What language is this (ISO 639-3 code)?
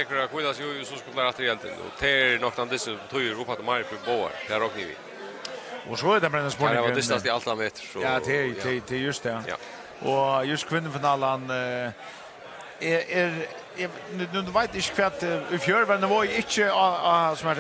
fao